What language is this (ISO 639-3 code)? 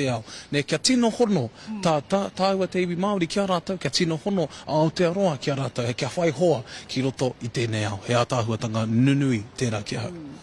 mri